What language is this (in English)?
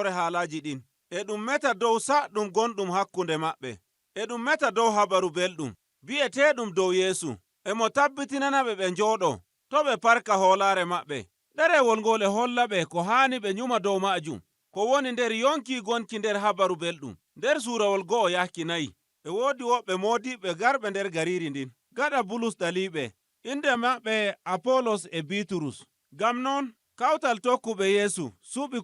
Nigerian Fulfulde